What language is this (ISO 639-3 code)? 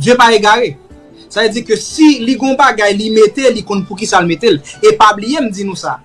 hat